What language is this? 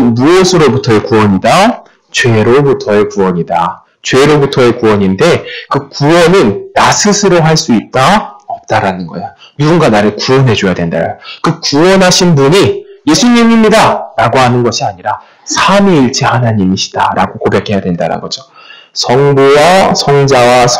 Korean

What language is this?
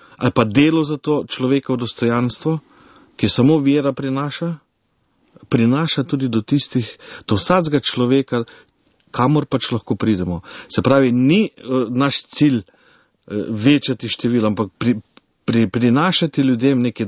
Slovenian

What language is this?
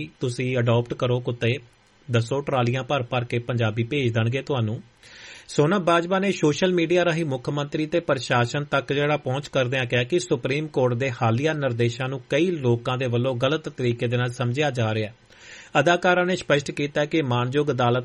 Punjabi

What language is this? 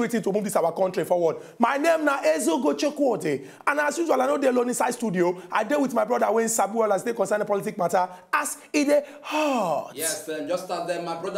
Nigerian Pidgin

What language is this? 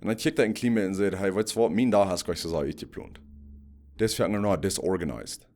Plautdietsch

